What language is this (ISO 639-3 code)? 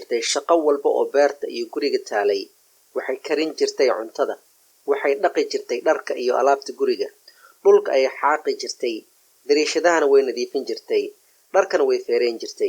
som